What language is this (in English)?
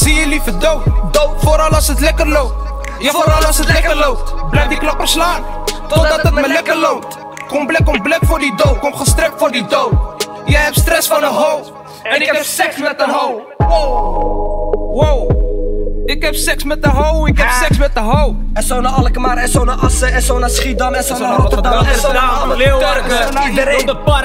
Dutch